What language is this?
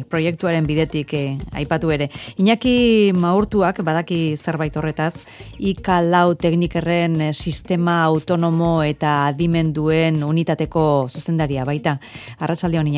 Basque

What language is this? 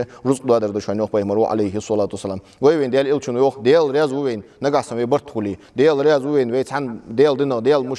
Ingush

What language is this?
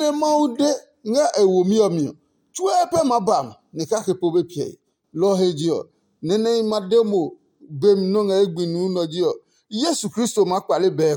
Adangme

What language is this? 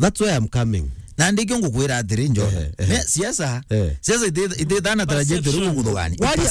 Meru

